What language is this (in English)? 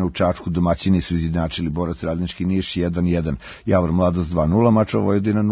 Serbian